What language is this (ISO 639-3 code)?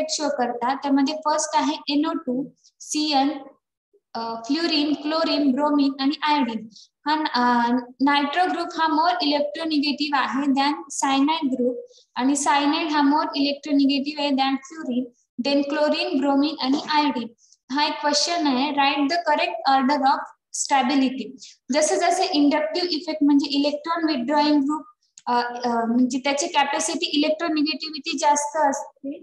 mar